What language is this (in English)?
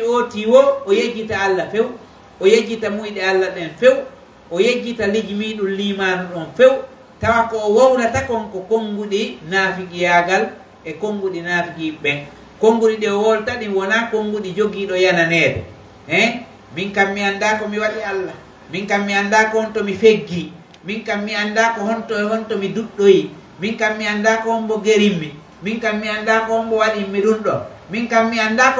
Pular